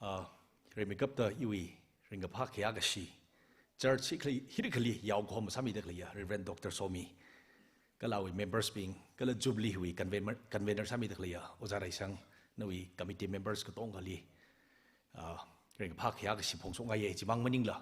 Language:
Tangkhul Naga (India)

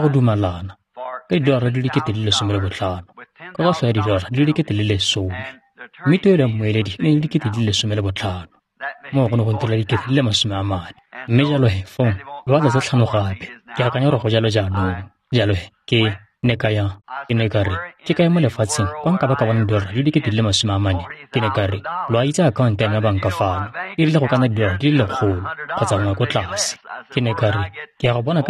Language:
Tswana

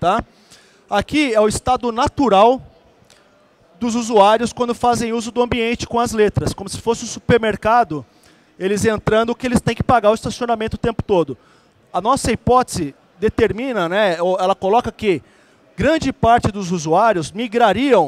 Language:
Portuguese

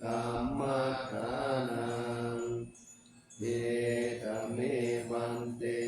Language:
Pali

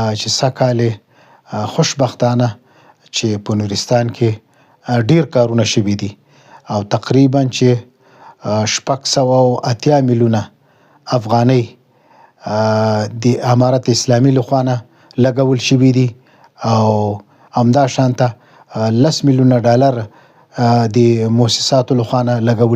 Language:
Pashto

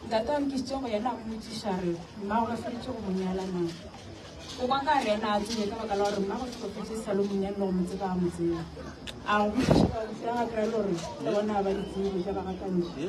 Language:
Northern Sotho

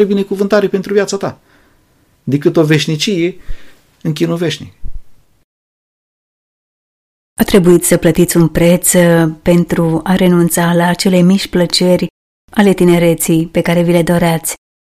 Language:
Romanian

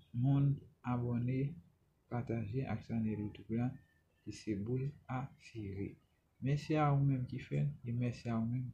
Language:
Haitian Creole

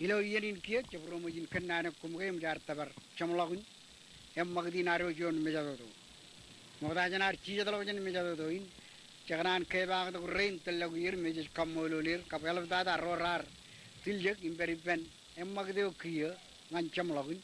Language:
Marshallese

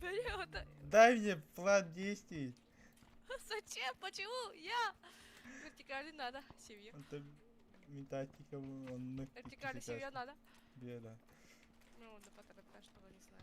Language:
Yakut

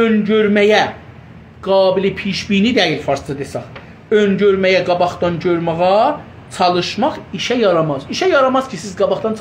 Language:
South Azerbaijani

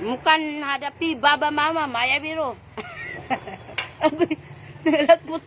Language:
Cebuano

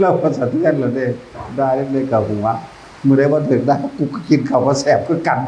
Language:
Northeastern Thai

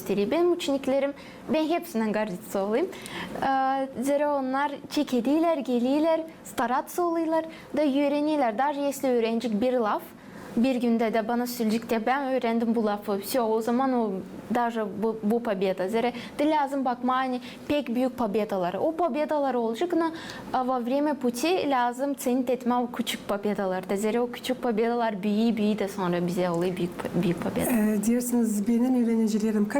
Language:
Gagauz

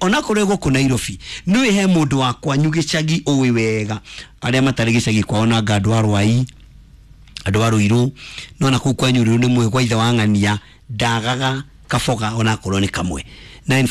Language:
Kikuyu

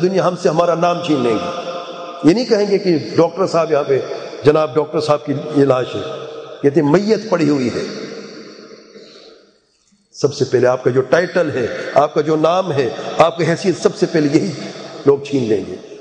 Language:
Urdu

